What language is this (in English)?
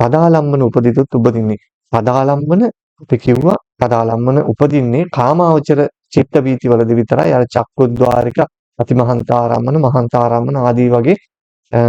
Sinhala